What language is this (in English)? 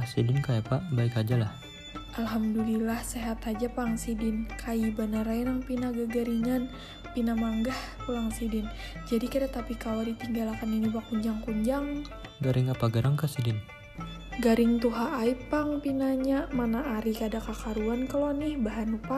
Banjar